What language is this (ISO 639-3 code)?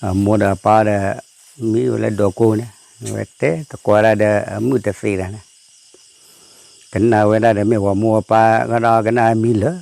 ksw